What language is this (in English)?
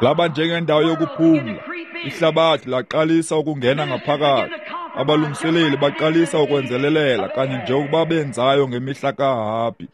Xhosa